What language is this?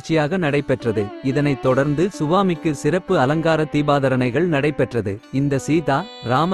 Tamil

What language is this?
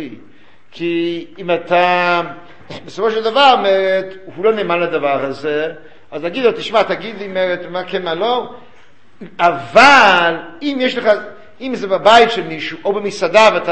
Hebrew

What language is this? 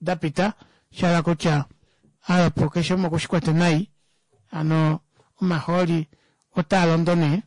Kuanyama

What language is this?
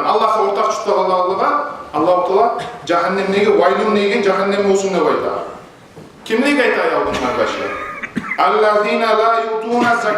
Kumyk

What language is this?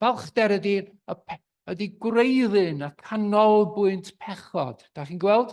Welsh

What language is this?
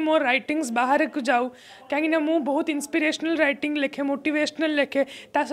Odia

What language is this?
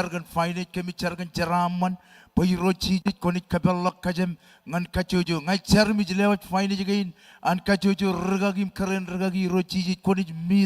Marshallese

